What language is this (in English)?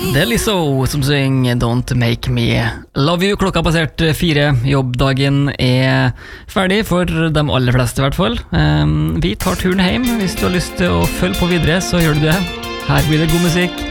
Norwegian